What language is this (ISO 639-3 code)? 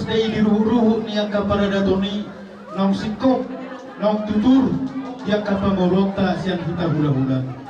bbc